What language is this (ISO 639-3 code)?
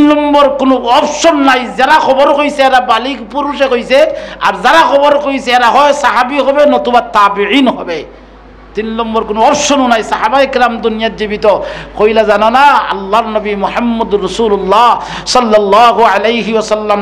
syl